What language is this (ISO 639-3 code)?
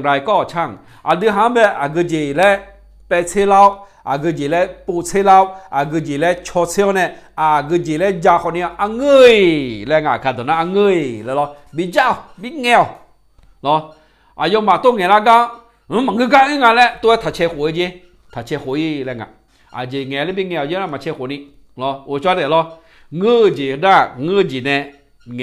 ahk